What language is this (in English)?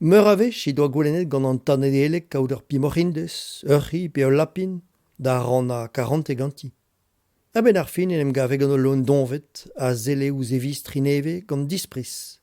Breton